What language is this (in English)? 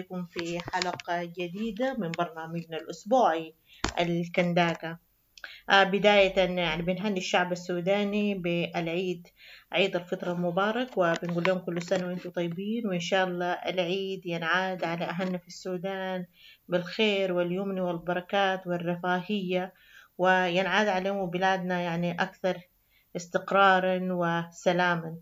Sudanese Arabic